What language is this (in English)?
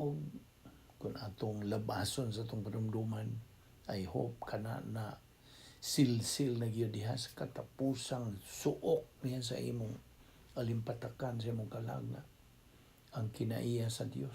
Cebuano